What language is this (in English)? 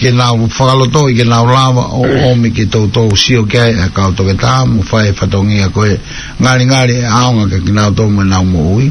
Tongan